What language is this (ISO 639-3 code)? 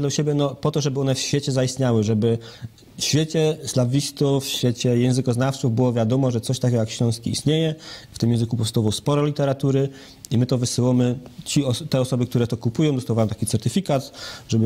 szl